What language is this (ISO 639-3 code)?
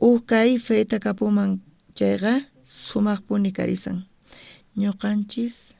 quh